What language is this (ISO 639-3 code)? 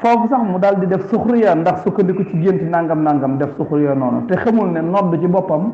wol